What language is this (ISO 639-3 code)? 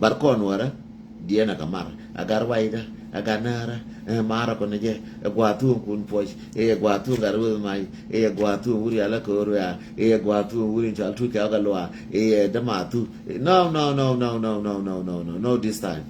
nus